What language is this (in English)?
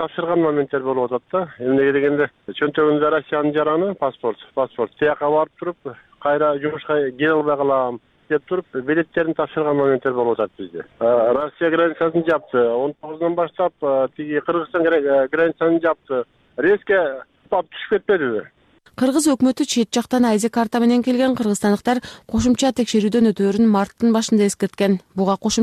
Kyrgyz